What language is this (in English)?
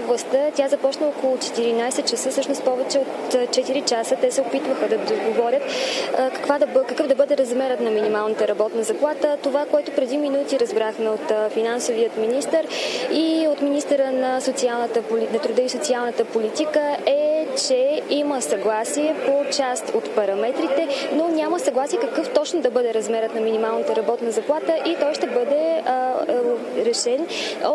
Bulgarian